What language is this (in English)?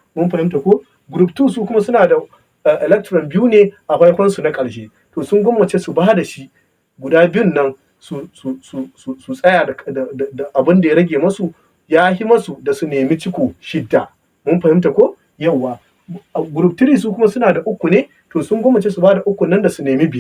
Hausa